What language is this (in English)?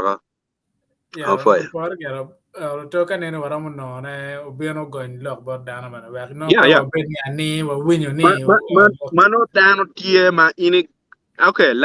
Acoli